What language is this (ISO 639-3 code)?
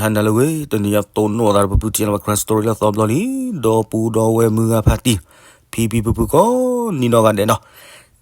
ksw